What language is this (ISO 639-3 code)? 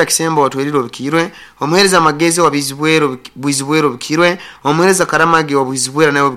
nyo